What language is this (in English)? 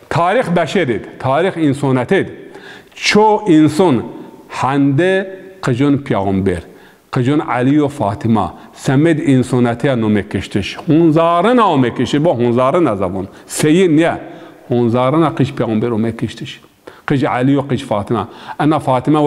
Zaza